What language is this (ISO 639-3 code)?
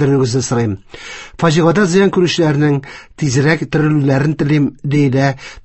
tat